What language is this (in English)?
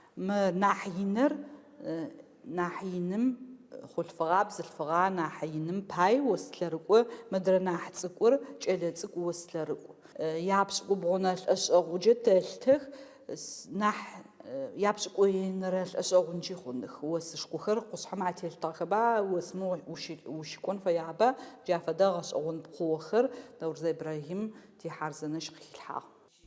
Adyghe